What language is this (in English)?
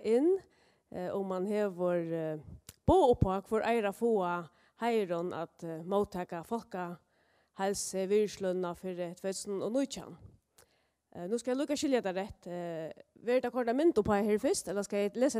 Faroese